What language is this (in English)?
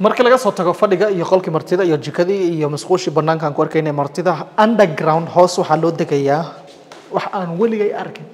Somali